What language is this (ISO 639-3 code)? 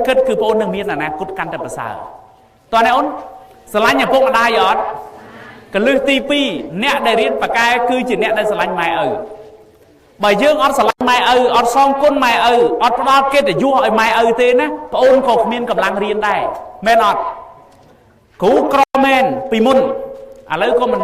khm